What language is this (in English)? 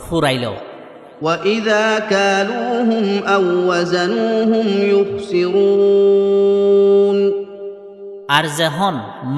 Rohingya